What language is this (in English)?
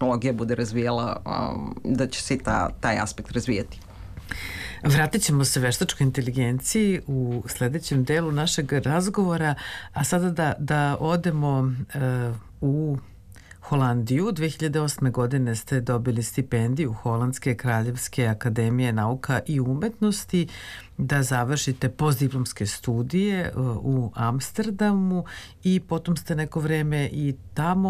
Serbian